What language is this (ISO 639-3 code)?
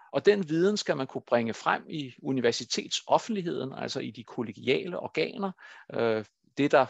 dan